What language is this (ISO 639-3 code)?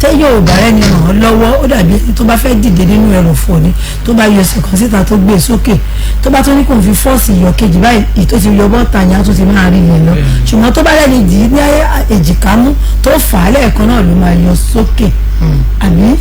yor